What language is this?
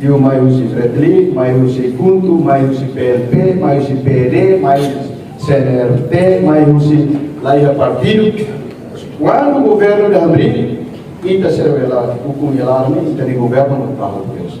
Tetum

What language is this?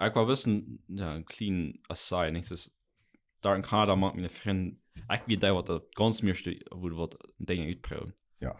Plautdietsch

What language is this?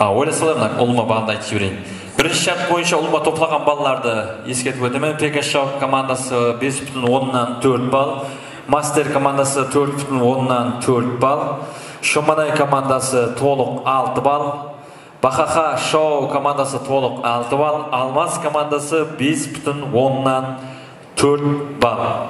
Kara-Kalpak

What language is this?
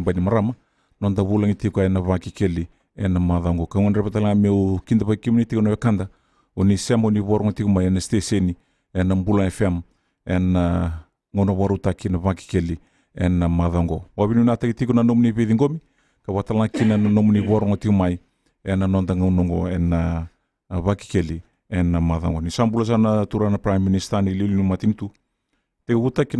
Fijian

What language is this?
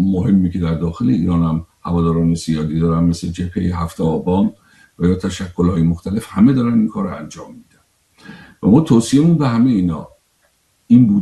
Persian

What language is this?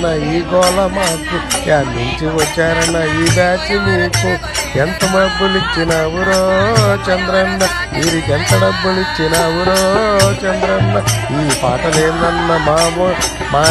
Telugu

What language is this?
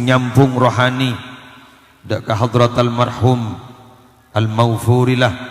Madurese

